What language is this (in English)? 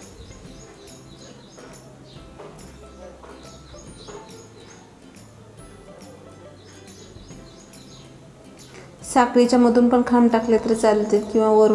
Marathi